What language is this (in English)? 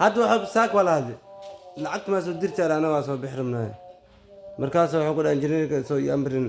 Somali